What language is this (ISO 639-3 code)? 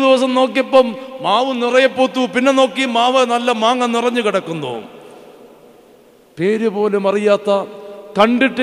mal